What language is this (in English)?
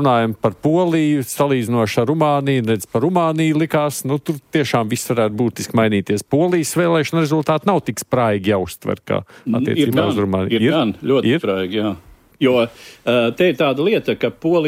Latvian